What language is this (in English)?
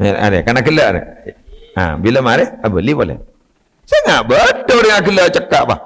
Madurese